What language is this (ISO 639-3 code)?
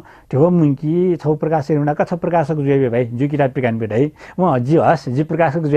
new